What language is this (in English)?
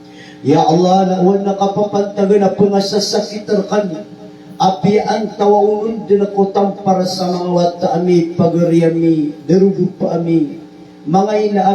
Maranao